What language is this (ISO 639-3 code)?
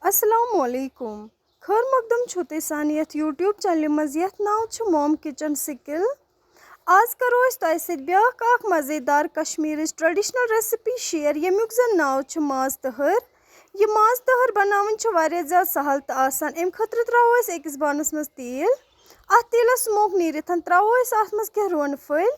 kas